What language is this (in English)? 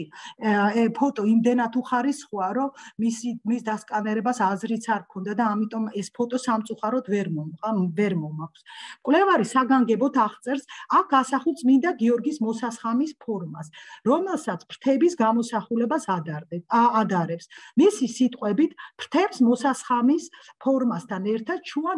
Georgian